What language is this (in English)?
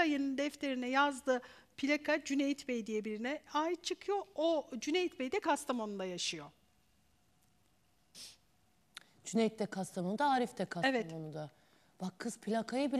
Turkish